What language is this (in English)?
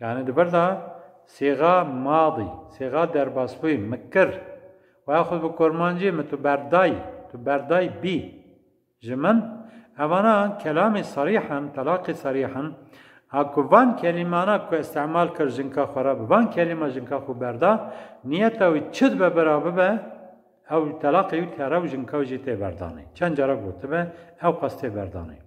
Kurdish